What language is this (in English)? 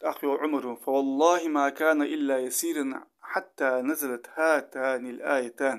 Ingush